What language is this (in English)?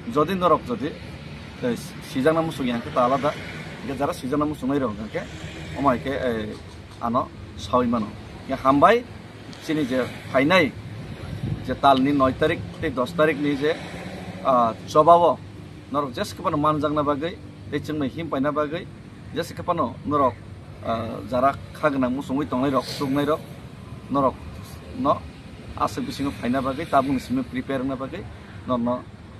Kok Borok